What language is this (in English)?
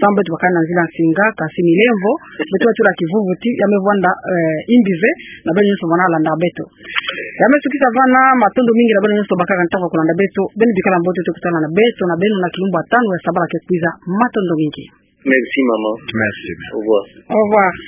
Kituba (Democratic Republic of Congo)